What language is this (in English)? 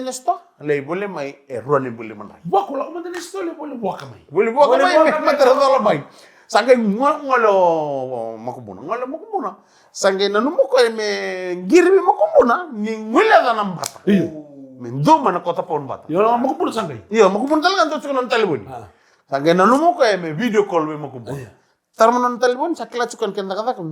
Fijian